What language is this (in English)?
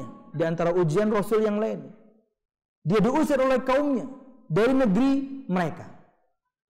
Indonesian